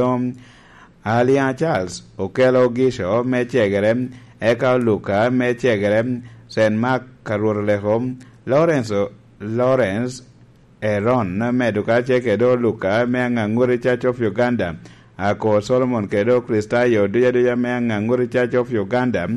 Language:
Lango (Uganda)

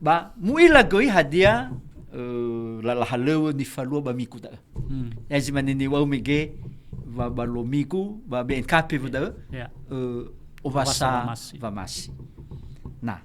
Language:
Nias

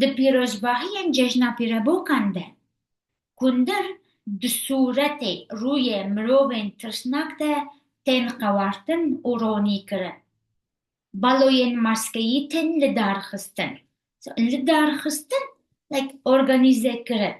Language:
Kurdish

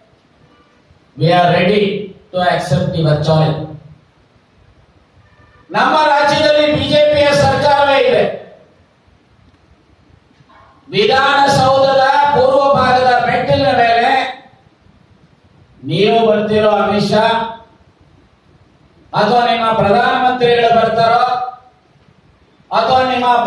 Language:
Kannada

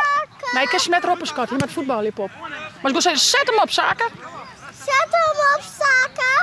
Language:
Western Frisian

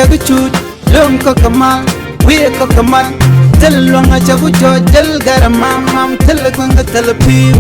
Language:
Nuer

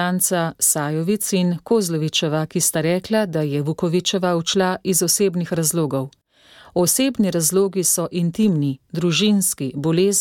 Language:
Slovenian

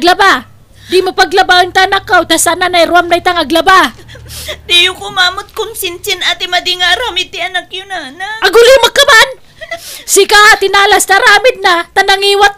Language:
Iloko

